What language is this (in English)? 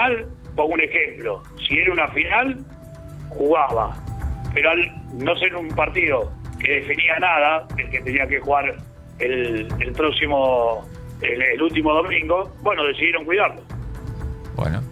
Spanish